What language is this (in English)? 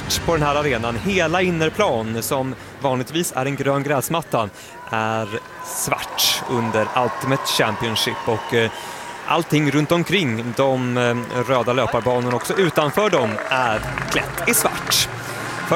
Swedish